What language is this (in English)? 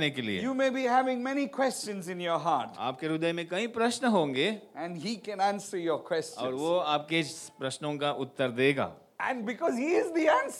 Hindi